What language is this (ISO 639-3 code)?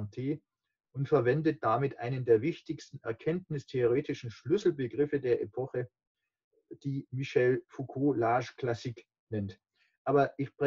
deu